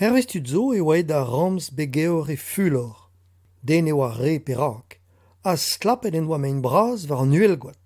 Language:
Breton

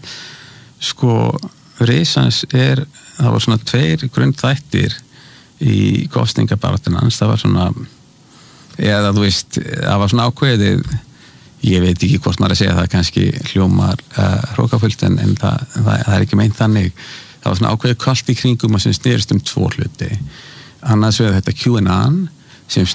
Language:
Icelandic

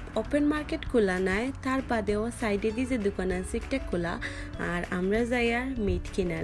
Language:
Bangla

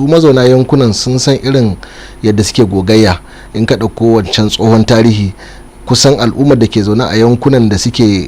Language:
Hausa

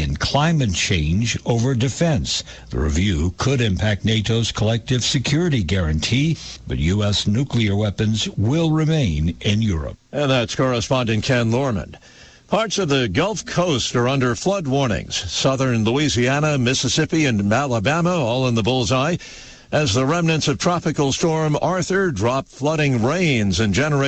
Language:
English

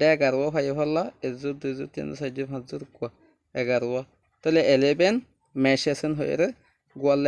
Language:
Rohingya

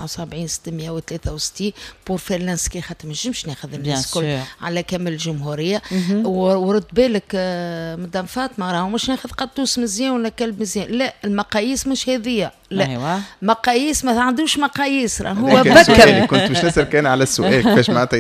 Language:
Tunisian Arabic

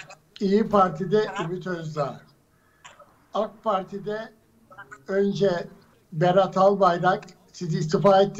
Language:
Turkish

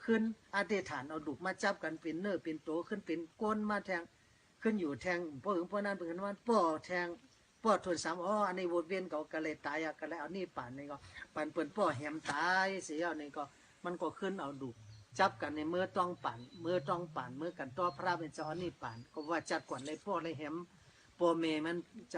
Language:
Shan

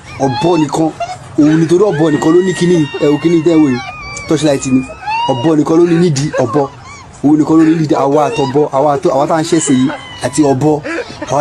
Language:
Yoruba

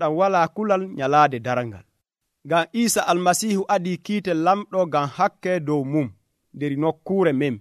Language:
Nigerian Fulfulde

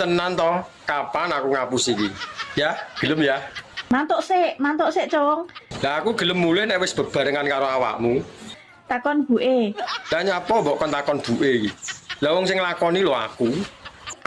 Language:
Javanese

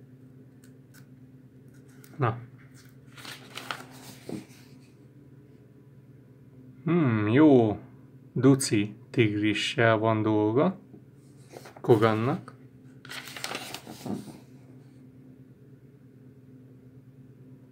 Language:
Hungarian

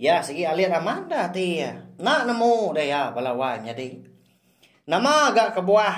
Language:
Iban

